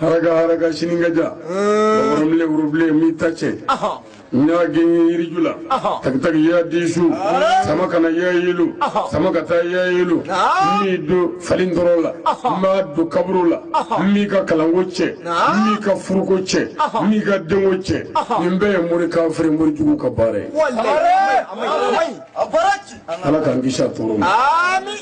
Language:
Bambara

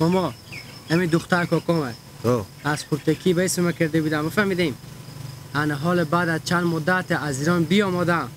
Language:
Persian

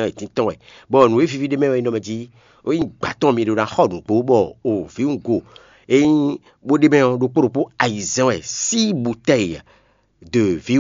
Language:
Fon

